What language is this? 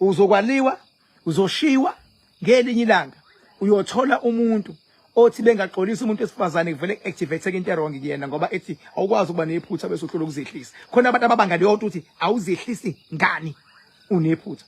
Zulu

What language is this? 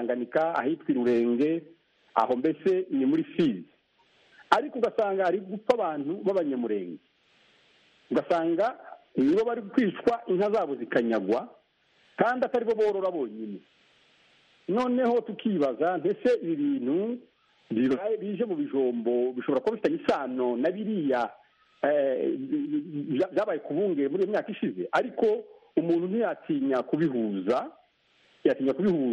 Kinyarwanda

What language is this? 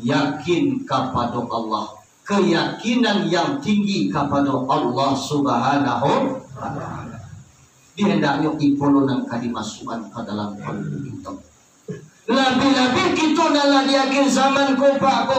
Minangkabau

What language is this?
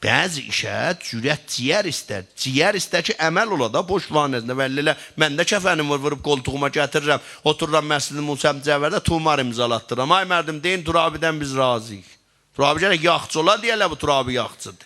South Azerbaijani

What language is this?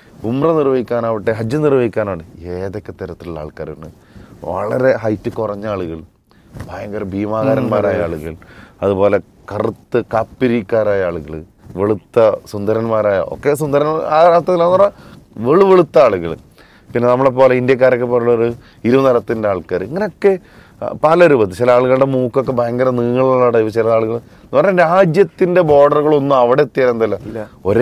Malayalam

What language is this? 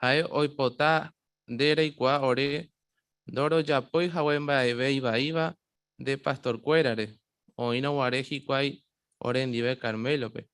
Guarani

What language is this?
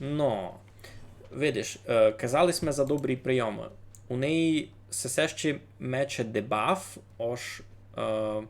Rusyn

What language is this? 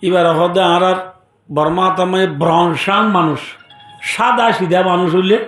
Rohingya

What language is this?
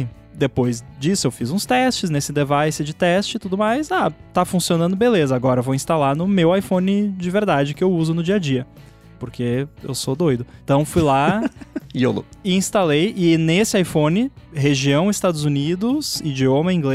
Portuguese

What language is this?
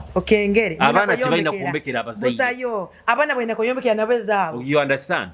Nyoro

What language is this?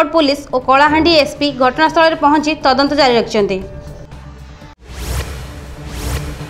Odia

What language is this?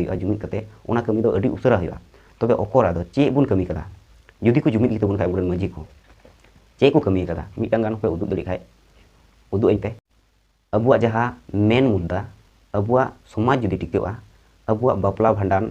Santali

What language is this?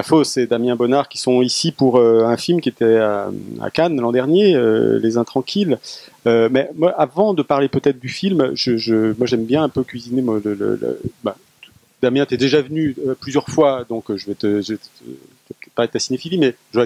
French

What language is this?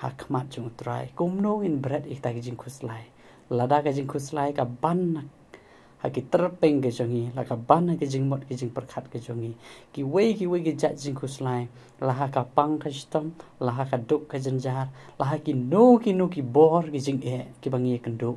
Khasi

